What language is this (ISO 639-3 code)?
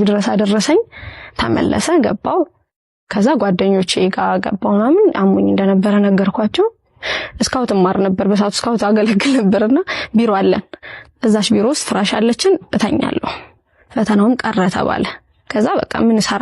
amh